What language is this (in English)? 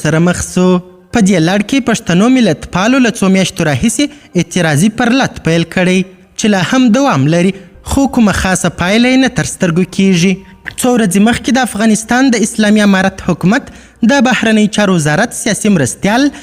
Pashto